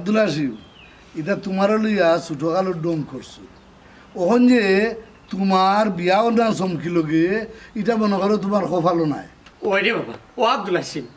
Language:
Sylheti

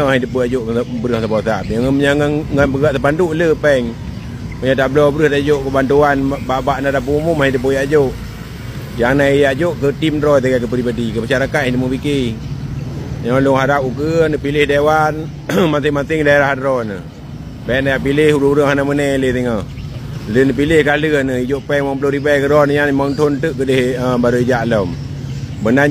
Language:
Achinese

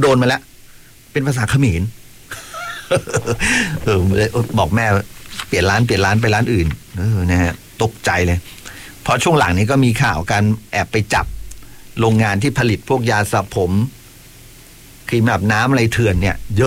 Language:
Thai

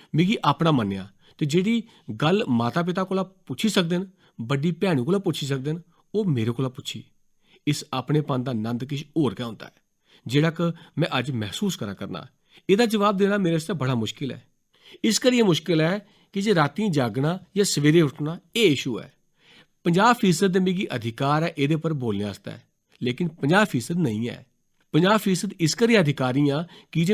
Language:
Dogri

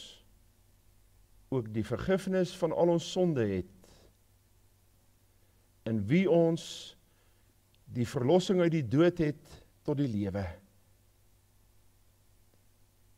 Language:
Afrikaans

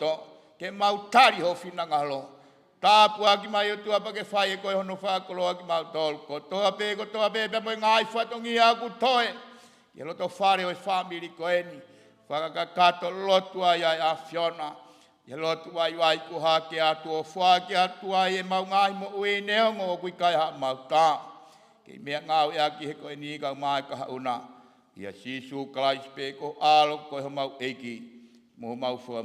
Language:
Tongan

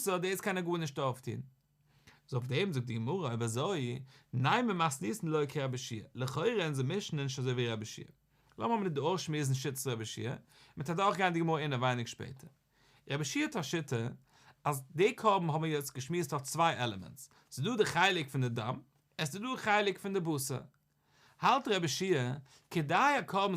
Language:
Yiddish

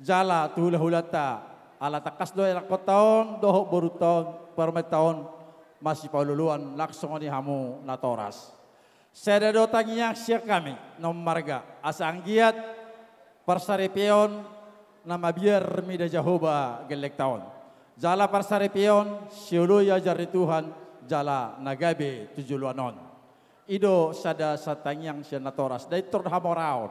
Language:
Batak Toba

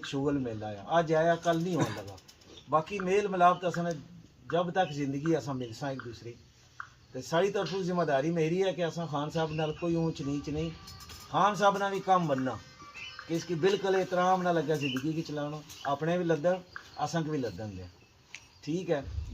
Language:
Pahari-Potwari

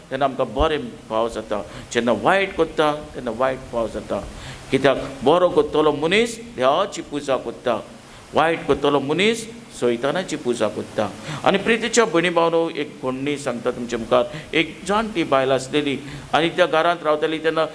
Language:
Konkani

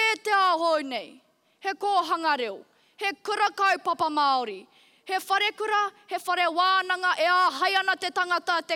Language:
Māori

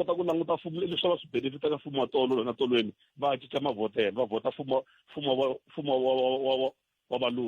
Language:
Tsonga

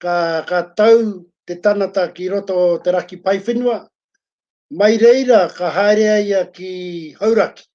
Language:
Māori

